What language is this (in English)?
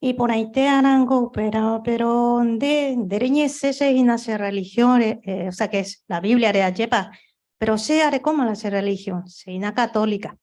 Guarani